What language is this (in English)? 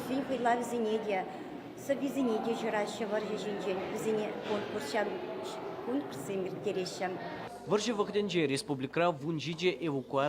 Chuvash